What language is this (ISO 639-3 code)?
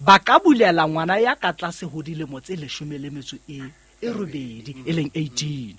sot